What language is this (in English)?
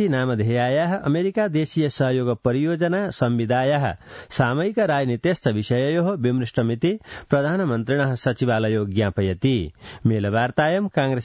Sanskrit